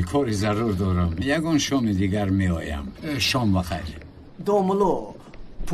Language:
Tajik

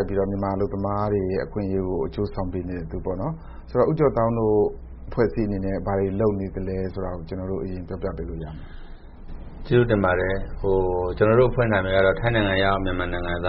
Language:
Burmese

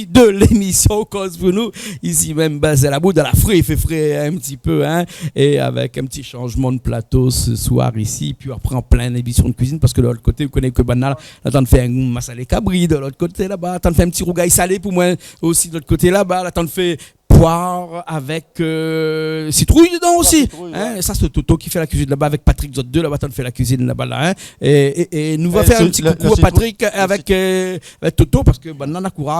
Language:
Réunion Creole French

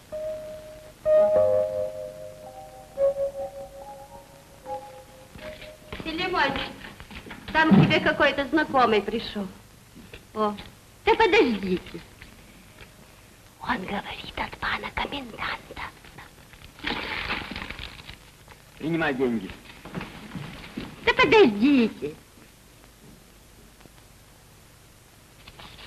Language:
Russian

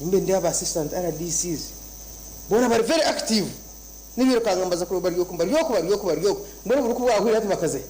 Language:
Nyankole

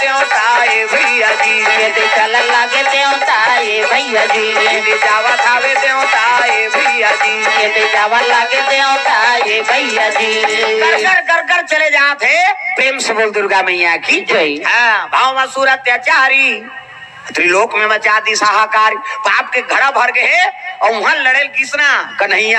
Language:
Chhattisgarhi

